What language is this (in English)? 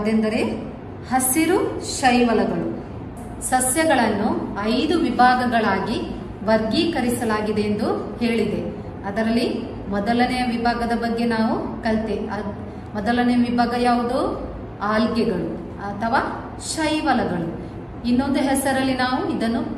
Kannada